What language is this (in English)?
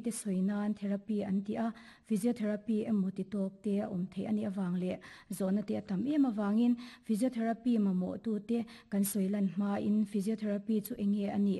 Mizo